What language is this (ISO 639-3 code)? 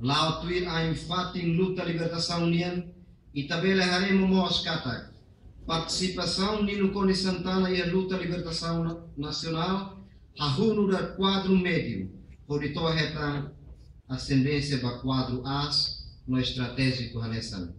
tet